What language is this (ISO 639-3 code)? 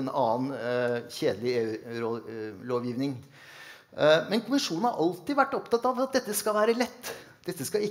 nor